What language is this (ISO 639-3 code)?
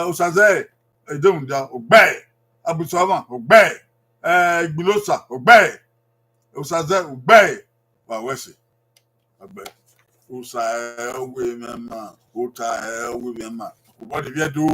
bin